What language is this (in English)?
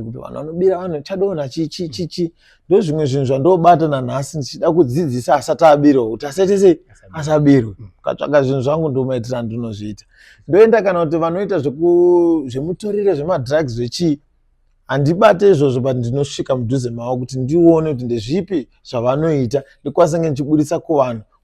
Shona